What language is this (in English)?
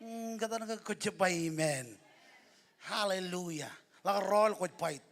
Marshallese